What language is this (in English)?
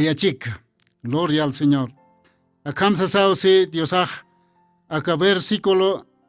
Aymara